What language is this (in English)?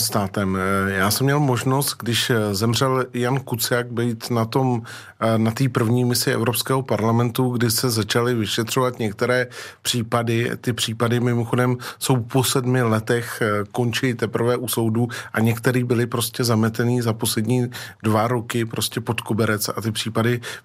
Czech